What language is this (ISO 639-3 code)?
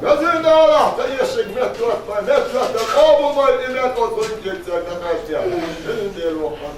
che